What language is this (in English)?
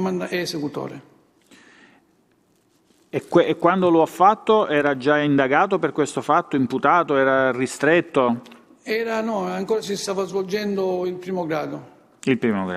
Italian